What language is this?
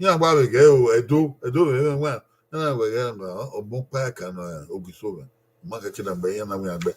Bini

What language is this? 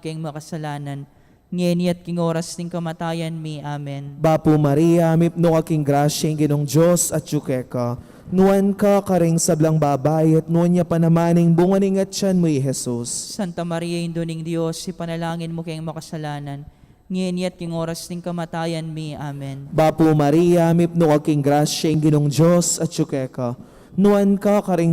Pampanga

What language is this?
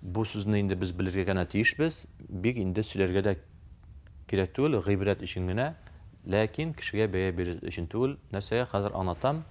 Tatar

